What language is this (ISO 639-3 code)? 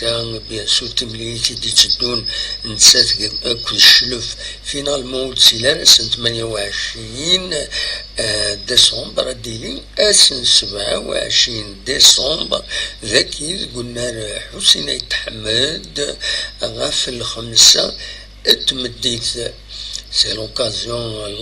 kab